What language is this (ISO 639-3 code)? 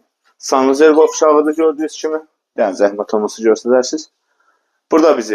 aze